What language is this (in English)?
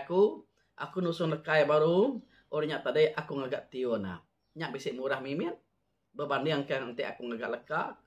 Iban